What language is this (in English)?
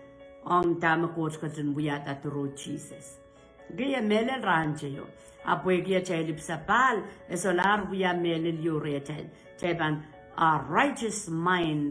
Pohnpeian